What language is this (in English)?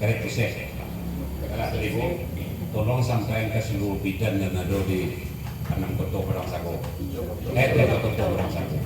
Minangkabau